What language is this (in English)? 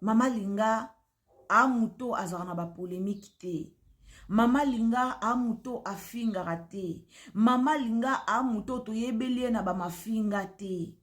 Lingala